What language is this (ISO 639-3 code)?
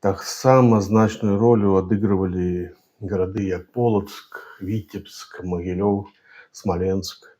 bel